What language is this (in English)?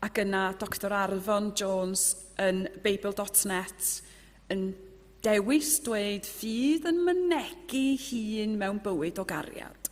Welsh